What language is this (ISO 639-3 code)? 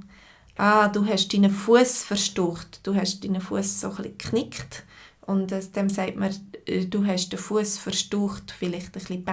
gsw